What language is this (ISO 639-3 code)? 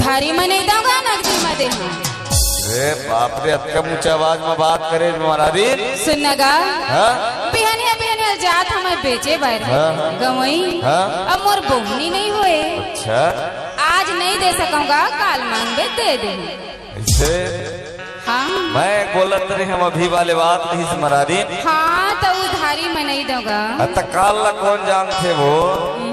hne